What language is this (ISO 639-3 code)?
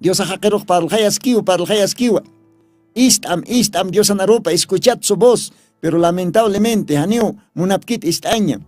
aym